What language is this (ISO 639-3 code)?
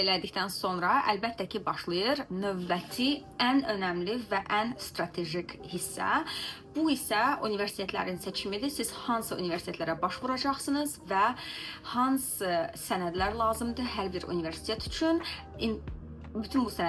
aze